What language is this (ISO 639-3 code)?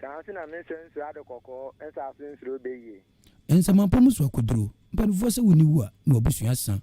aka